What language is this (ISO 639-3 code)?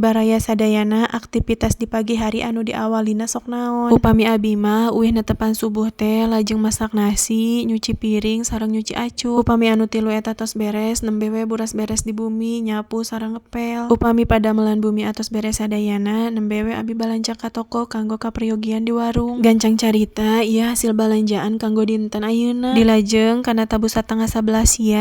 sun